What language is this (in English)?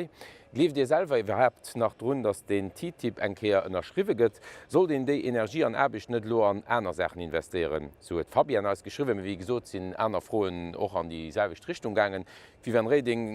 Luxembourgish